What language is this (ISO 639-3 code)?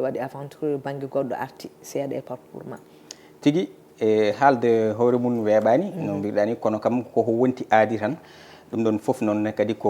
ful